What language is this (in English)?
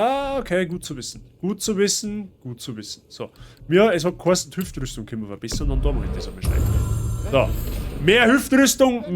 Bavarian